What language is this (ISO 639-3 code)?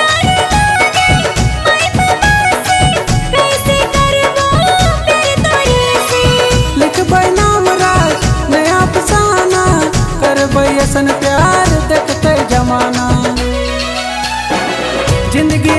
bho